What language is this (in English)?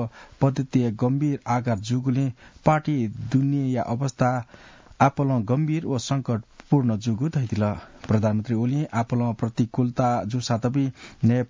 Newari